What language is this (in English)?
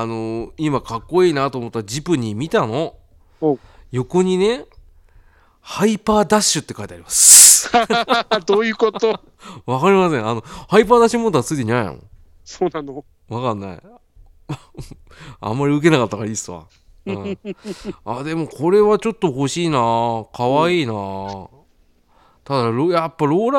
Japanese